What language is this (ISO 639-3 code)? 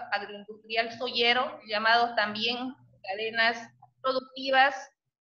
spa